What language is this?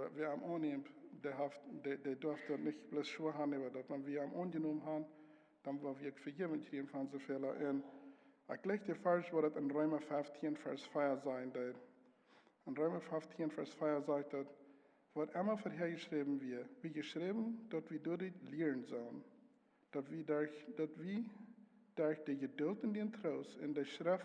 Plautdietsch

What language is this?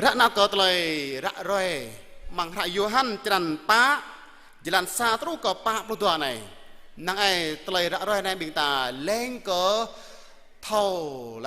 Jarai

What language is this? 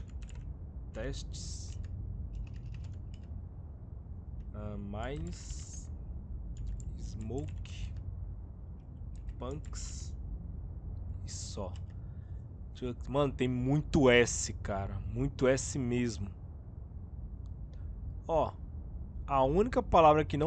Portuguese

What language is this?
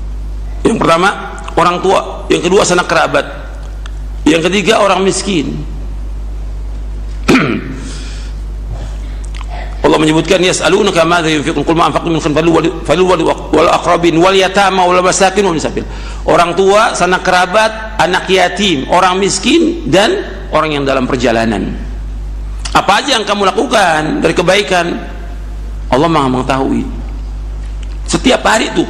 Indonesian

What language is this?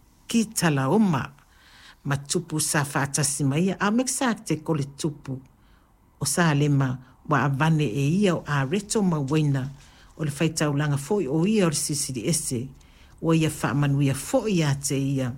Samoan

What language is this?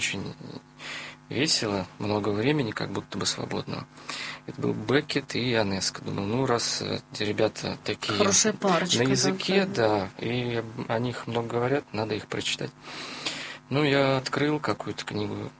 Russian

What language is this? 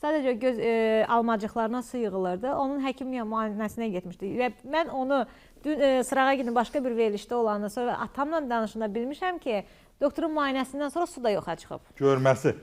Azerbaijani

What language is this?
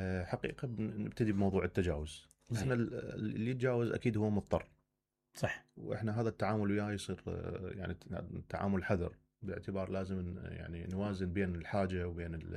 Mesopotamian Arabic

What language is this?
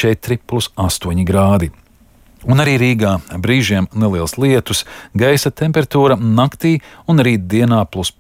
Latvian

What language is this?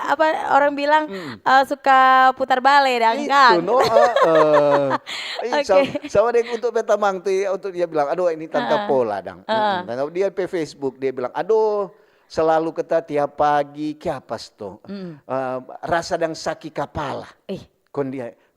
Manado Malay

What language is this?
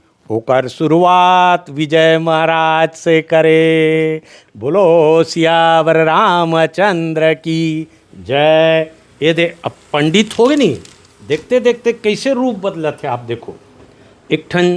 Chhattisgarhi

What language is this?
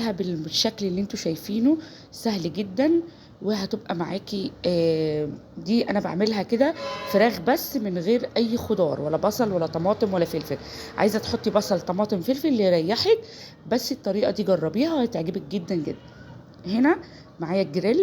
Egyptian Arabic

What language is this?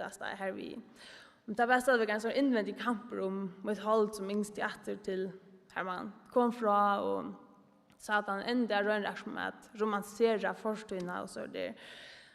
Faroese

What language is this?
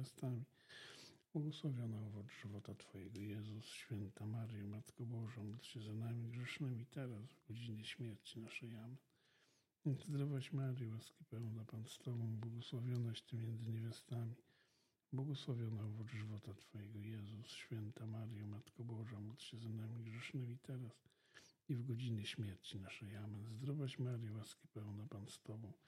Polish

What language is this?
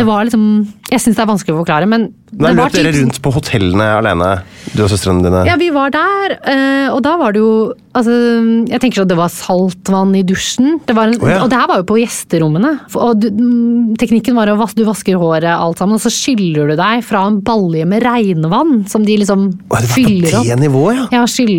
Norwegian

